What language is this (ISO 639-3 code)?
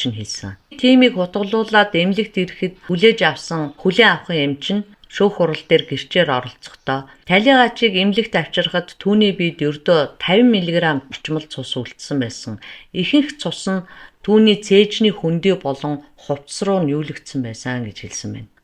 mon